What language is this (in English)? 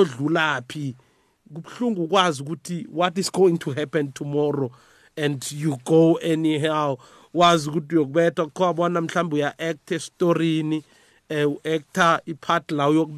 South Ndebele